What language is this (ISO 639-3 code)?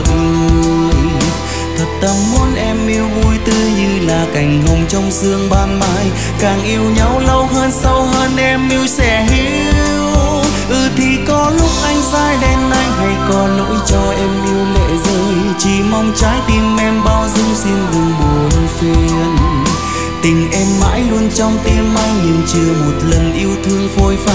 vie